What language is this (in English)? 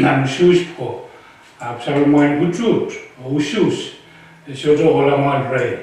Pohnpeian